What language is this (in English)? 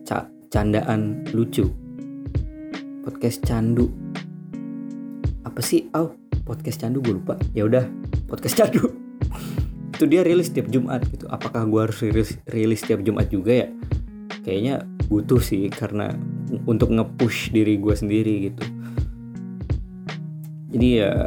Indonesian